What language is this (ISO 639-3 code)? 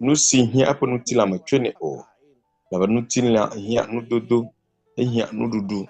ewe